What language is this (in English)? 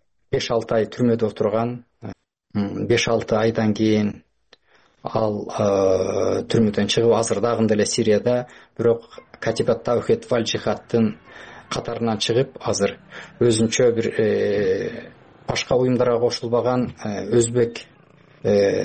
Kyrgyz